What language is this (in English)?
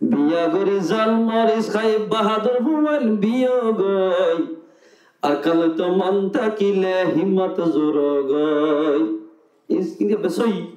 Rohingya